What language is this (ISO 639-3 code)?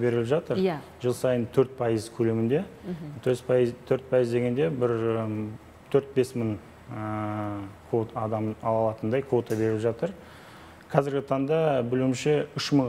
kaz